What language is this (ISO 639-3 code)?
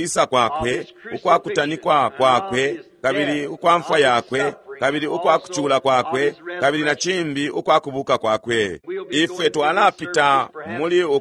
bem